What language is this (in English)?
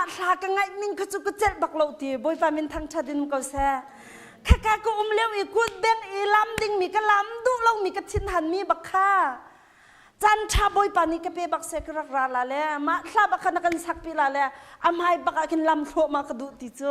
Hakha Chin